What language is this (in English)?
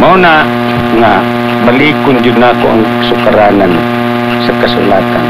Cebuano